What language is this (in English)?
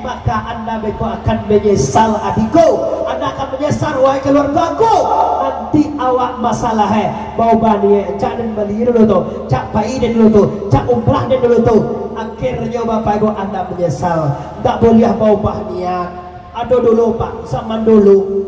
Minangkabau